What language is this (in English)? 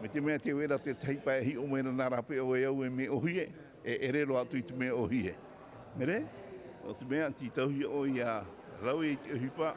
Tahitian